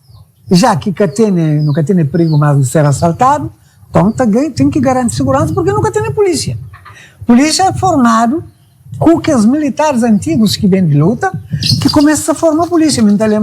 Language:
Kabuverdianu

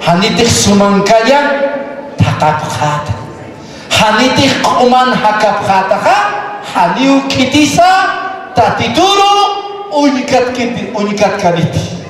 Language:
Aymara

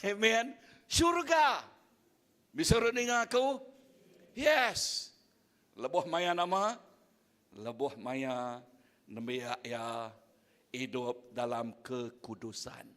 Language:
Iban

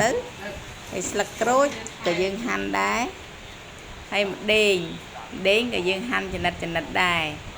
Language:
Khmer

